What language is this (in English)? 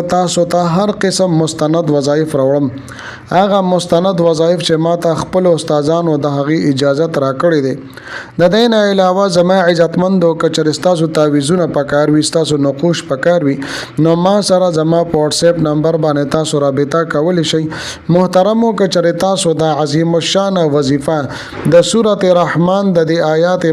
Pashto